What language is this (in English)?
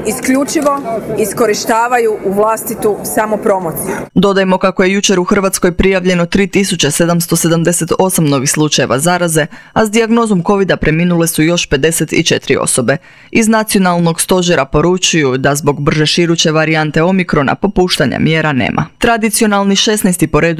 Croatian